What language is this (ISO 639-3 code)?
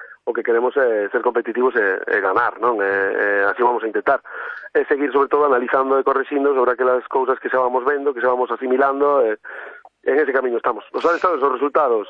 glg